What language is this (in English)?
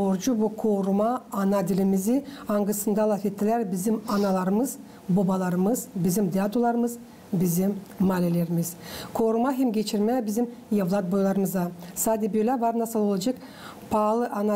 Gagauz